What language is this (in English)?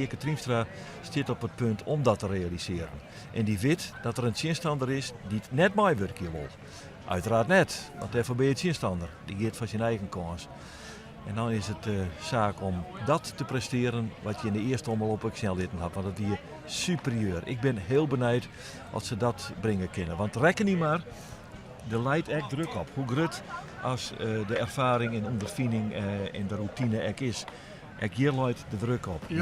Western Frisian